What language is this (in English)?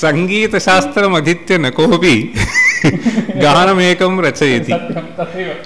Sanskrit